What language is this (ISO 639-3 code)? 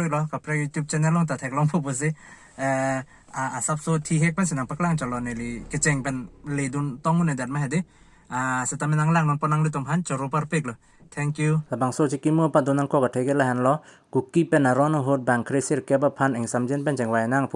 mjw